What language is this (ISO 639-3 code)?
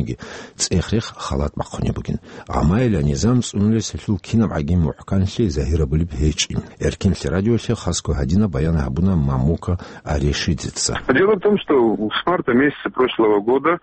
ava